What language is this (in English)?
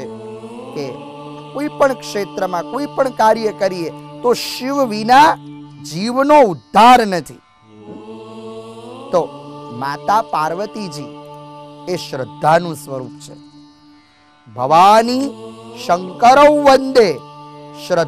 Gujarati